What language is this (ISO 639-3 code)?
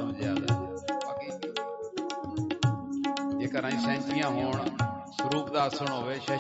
pan